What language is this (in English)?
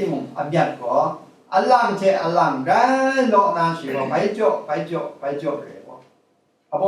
Kachin